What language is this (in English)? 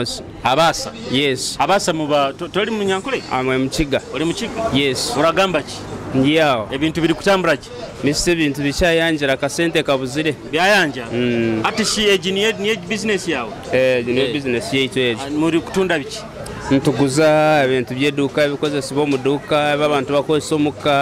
Nyoro